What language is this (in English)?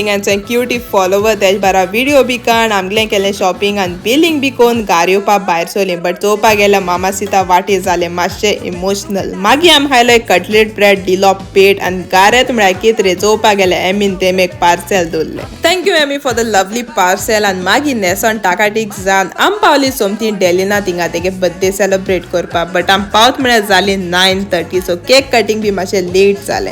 Konkani